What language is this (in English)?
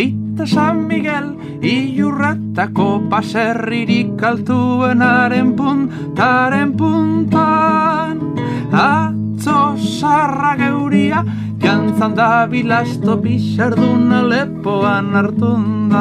Basque